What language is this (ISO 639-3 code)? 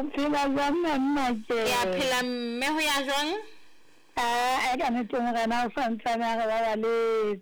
sot